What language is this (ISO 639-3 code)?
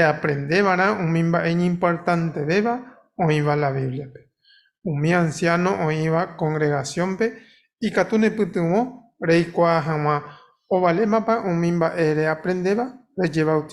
grn